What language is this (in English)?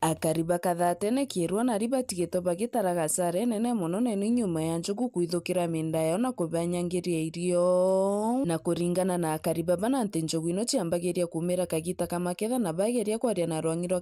Meru